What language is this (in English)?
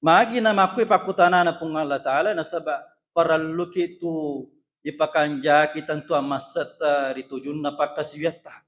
Buginese